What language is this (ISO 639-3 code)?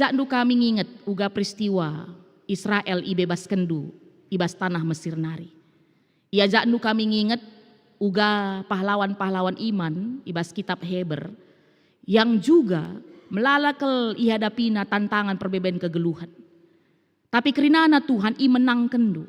btx